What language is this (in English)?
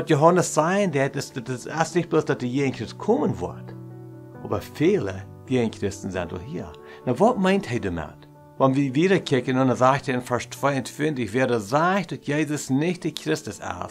Plautdietsch